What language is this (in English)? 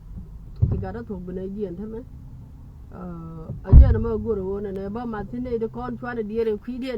Nuer